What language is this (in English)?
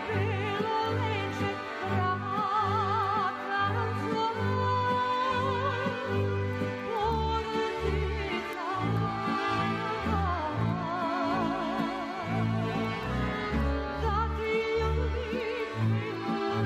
Serbian